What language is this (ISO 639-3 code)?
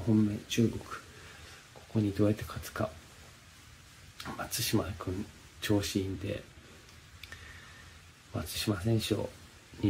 jpn